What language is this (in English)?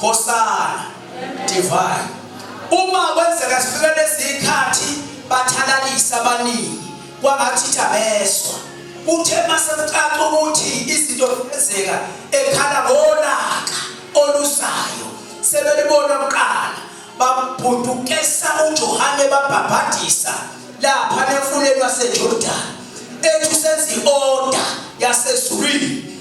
Zulu